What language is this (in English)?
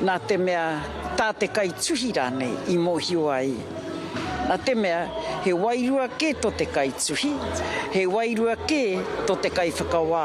Māori